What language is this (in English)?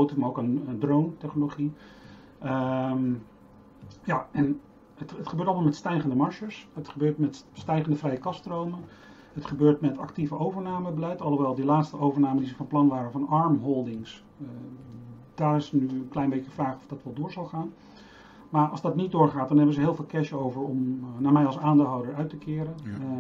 Dutch